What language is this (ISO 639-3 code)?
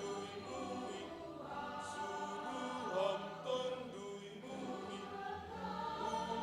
bts